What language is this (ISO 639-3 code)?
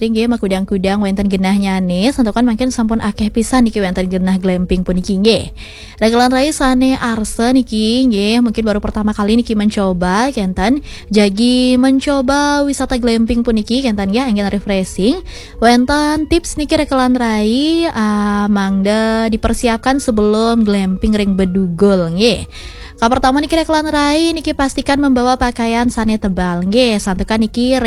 ban